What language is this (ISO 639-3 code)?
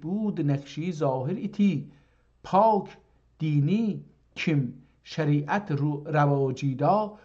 azb